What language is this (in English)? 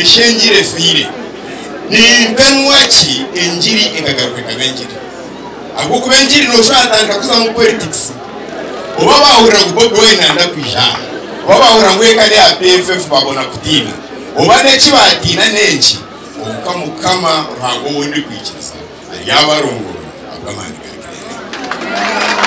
Nyankole